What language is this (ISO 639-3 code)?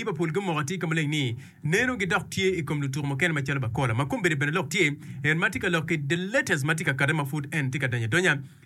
ach